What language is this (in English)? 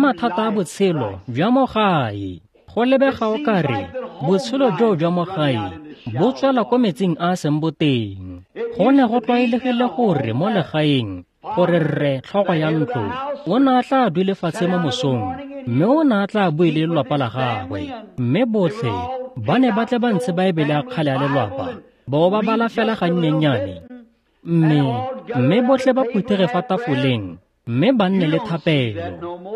Tswana